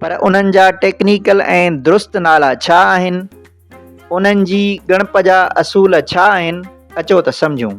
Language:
Sindhi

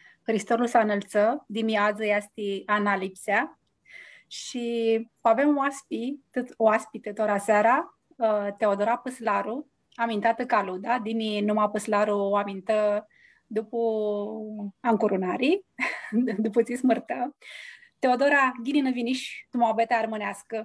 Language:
Aromanian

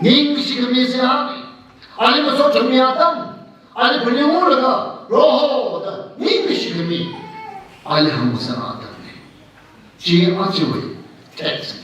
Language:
Tangkhul Naga (India)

